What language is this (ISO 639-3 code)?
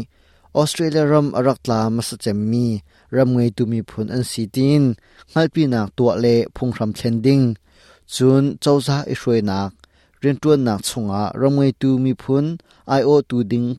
cnh